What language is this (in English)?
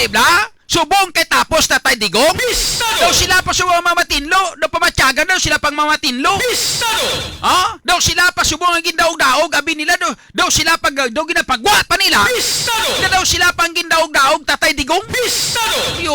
Hiligaynon